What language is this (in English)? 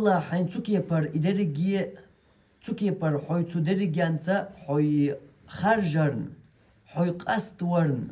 Chechen